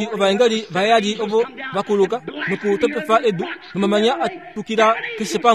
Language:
Kuanyama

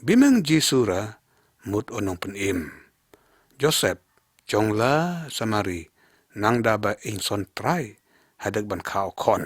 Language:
Lyngngam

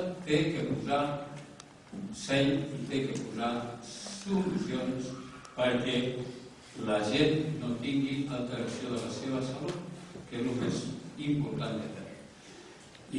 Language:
Catalan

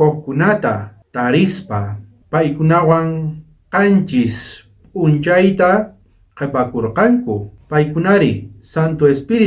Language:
South Bolivian Quechua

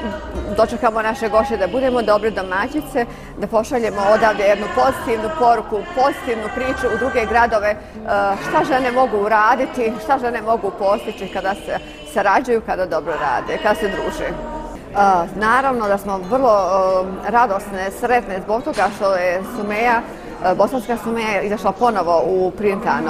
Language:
Bosnian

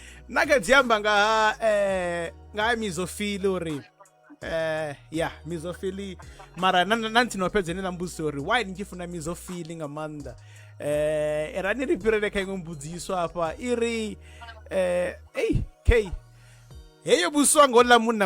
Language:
Venda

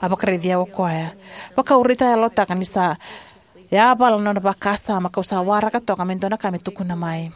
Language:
Fijian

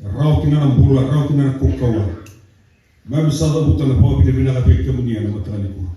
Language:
Fijian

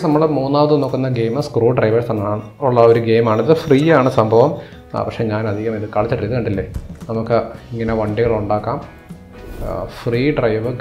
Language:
Malayalam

